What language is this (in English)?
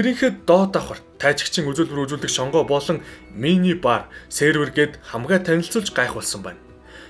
Mongolian